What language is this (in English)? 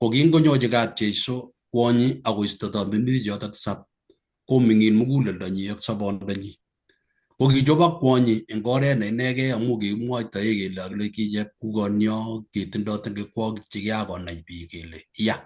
Kalenjin